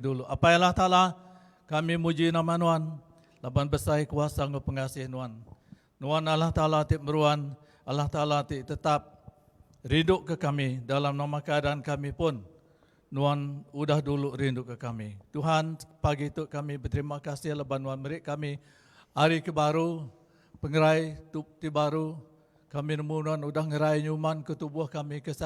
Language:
Iban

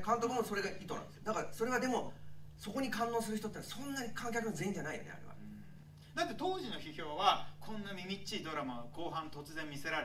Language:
Japanese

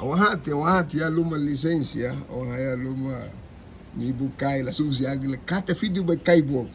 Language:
Garifuna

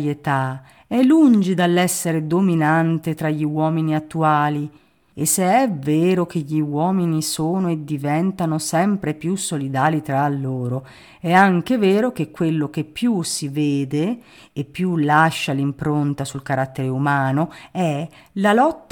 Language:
Italian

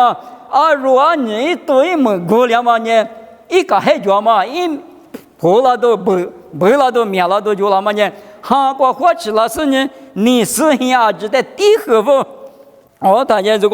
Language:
Lisu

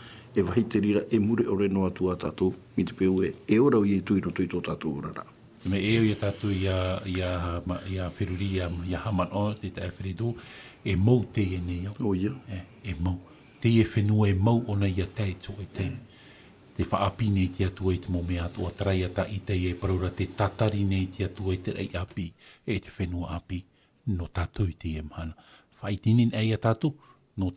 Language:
Tahitian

